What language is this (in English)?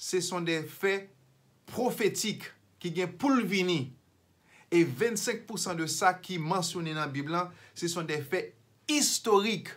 Haitian Creole